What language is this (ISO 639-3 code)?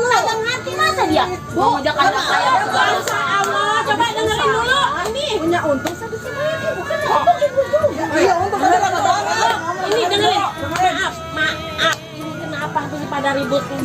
bew